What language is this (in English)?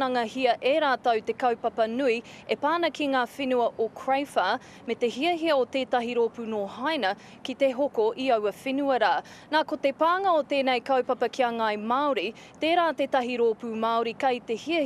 Māori